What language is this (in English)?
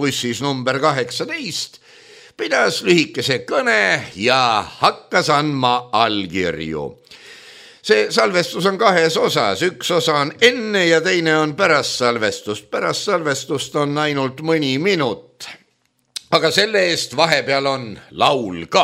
Estonian